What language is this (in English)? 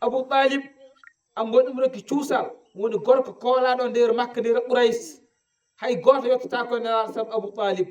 Fula